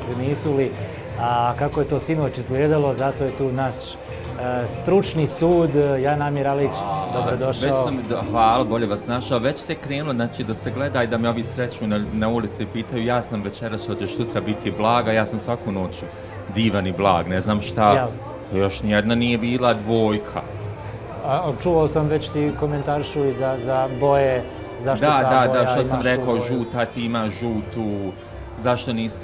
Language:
Bosnian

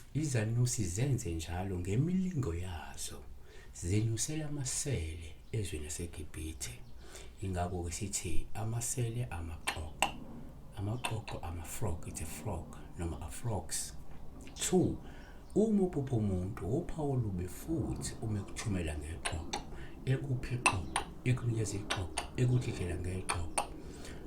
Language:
Zulu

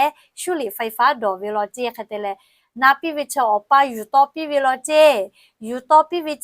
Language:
Lahu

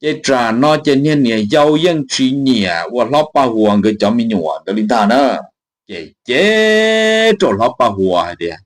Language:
Hmong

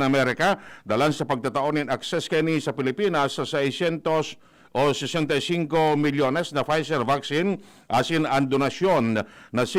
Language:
Bikol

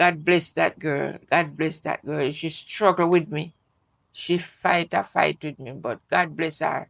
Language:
Jamaican Creole English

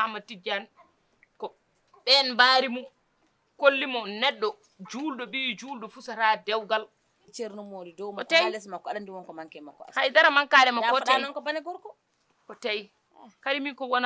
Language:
Fula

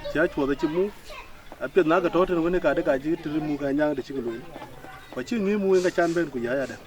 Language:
Dinka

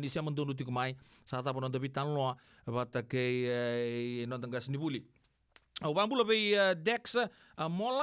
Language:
Fijian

